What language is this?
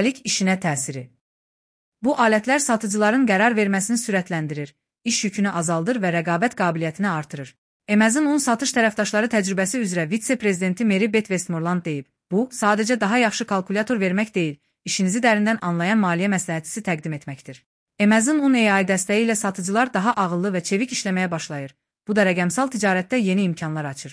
Azerbaijani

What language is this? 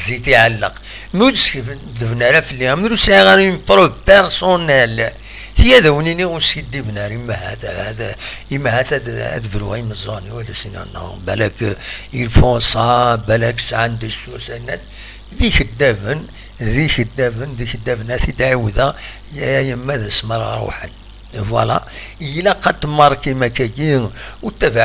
Kabyle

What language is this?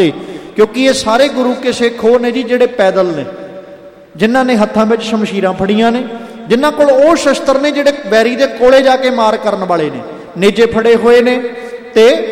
Punjabi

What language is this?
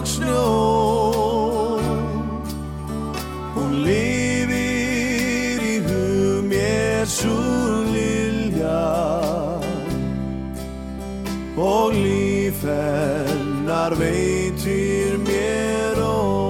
Icelandic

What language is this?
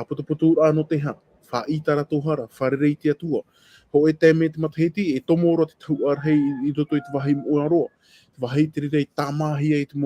Tahitian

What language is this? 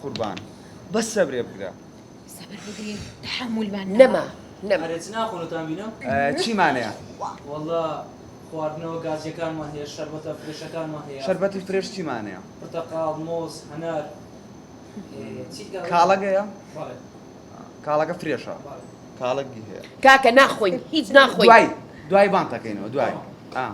Central Kurdish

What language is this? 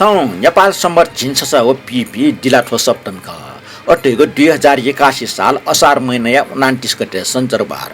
Newari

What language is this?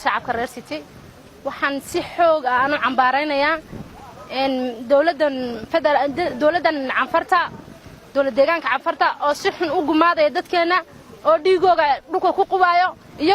Somali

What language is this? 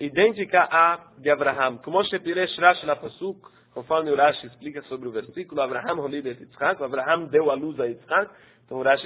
Portuguese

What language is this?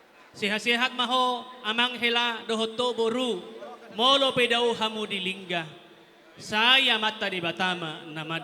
Batak Toba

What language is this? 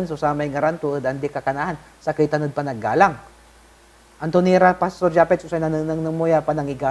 Pangasinan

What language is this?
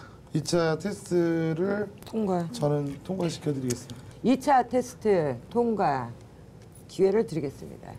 Korean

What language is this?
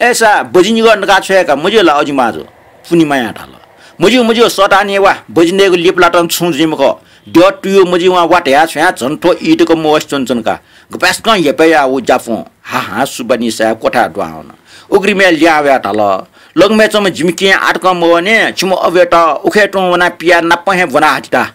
Newari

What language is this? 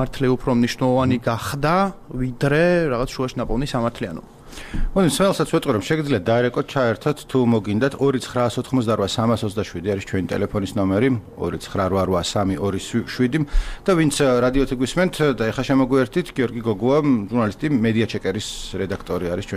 Georgian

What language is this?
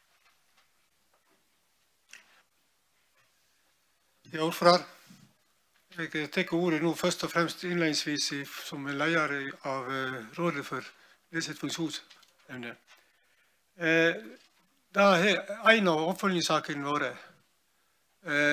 Norwegian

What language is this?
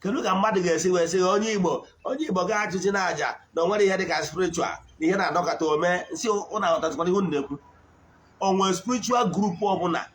Igbo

